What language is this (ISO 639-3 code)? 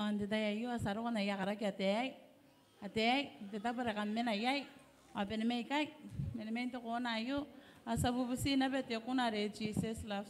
gil